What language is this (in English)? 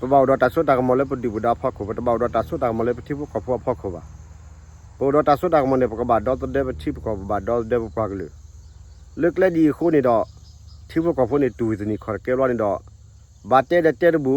S'gaw Karen